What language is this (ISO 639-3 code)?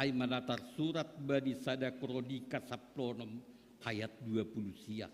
bts